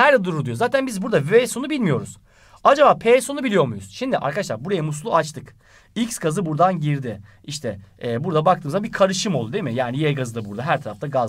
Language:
Turkish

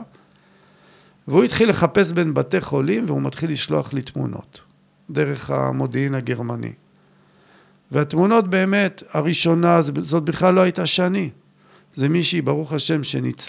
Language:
Hebrew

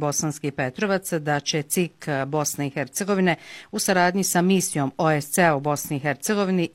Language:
Bosnian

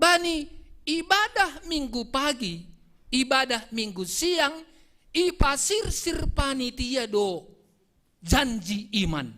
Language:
Batak Simalungun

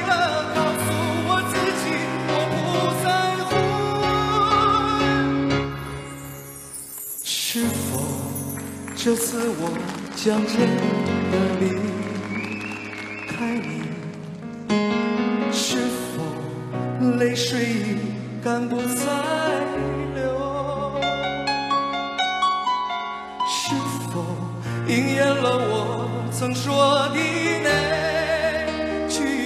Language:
Chinese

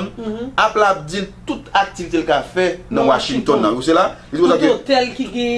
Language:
Haitian Creole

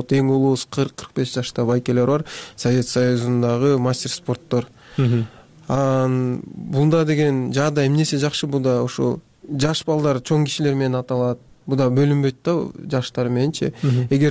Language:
Kyrgyz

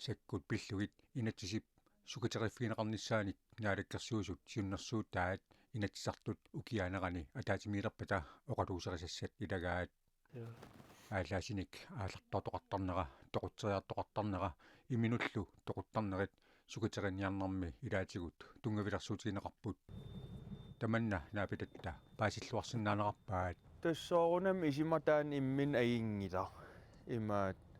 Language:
Kalaallisut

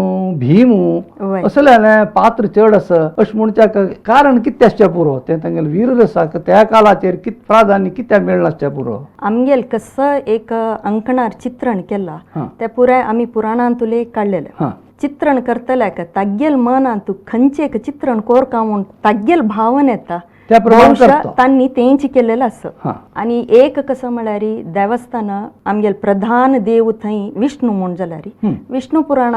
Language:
Konkani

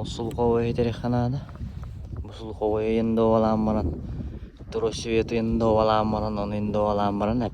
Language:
Yakut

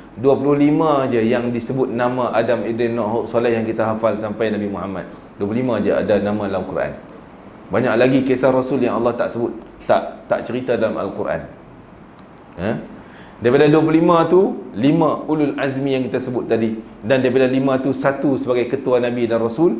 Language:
Malay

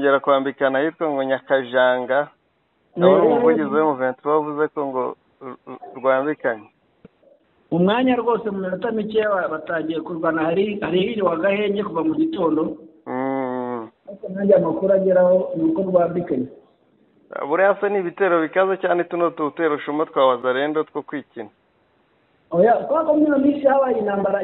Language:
Kinyarwanda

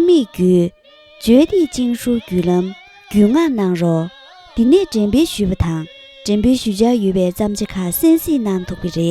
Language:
Tibetan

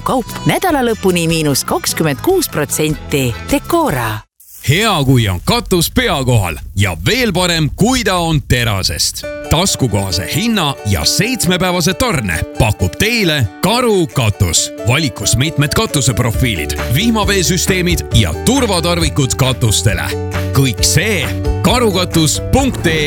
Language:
Estonian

